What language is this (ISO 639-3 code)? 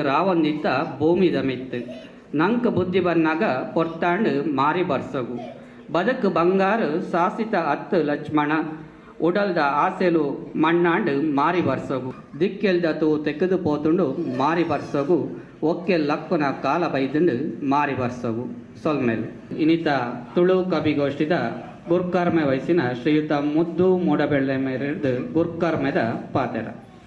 tcy